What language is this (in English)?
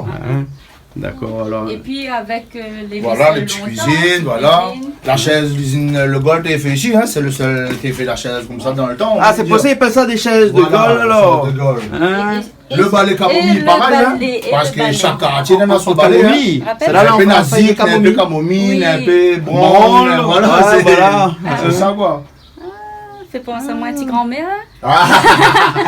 Réunion Creole French